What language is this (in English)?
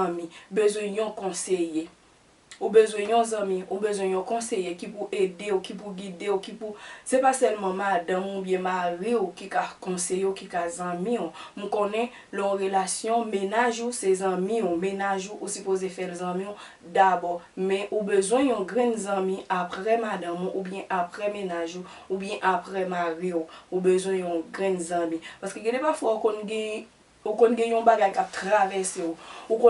Haitian Creole